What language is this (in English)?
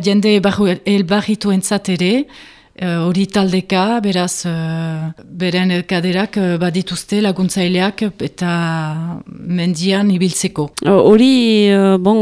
Basque